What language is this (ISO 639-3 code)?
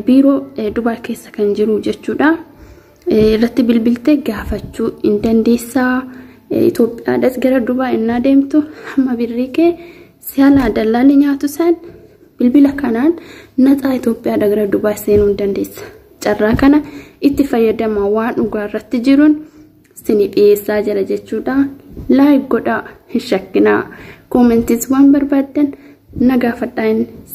orm